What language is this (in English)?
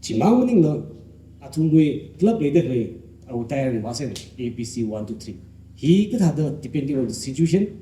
Tangkhul Naga (India)